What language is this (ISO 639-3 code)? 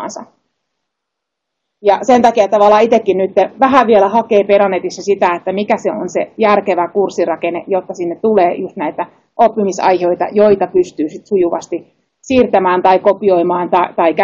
fin